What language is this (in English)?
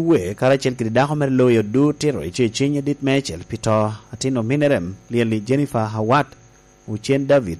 Lango (Uganda)